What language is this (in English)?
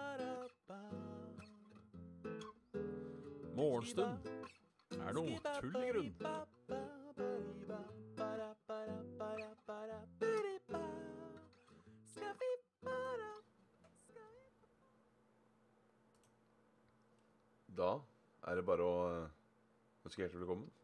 Norwegian